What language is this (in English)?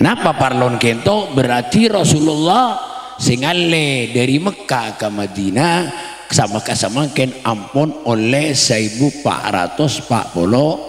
Madurese